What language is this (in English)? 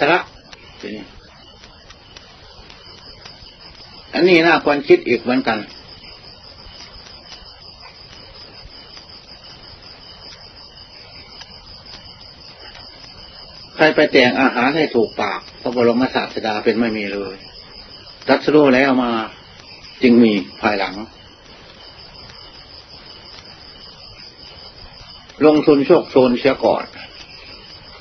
Thai